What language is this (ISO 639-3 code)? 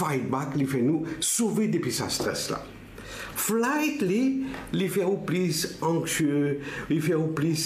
mfe